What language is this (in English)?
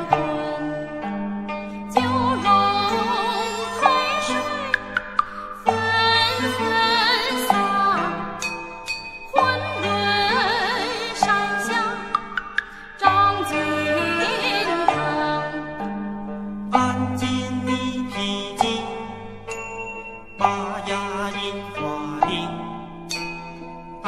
Chinese